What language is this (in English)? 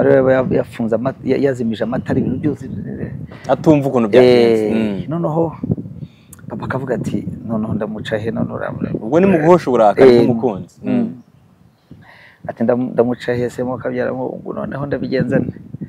Kinyarwanda